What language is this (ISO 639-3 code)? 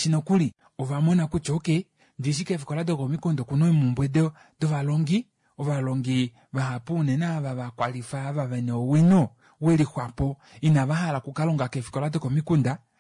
kua